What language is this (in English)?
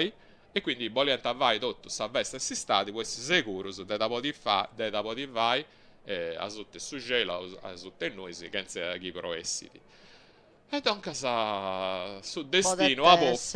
Sardinian